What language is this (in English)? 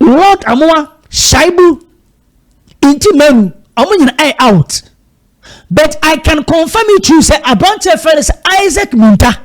Akan